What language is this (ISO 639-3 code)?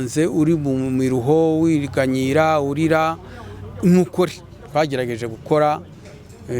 kin